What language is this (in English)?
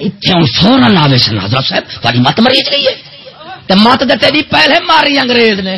Saraiki